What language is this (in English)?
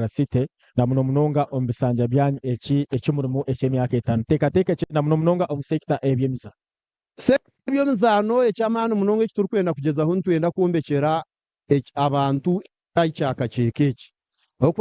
Nyankole